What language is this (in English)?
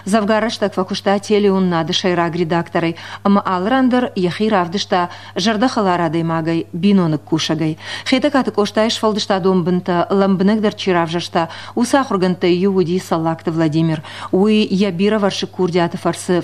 Ossetic